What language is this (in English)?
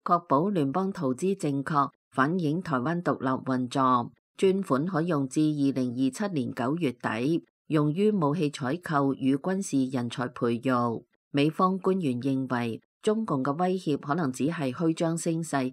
Cantonese